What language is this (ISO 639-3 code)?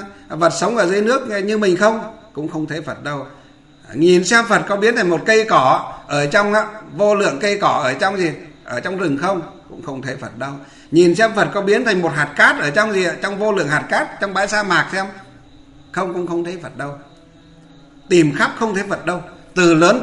vie